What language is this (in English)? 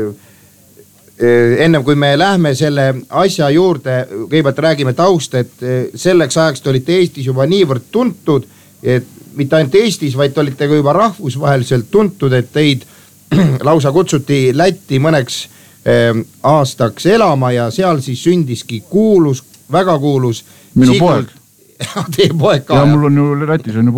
Estonian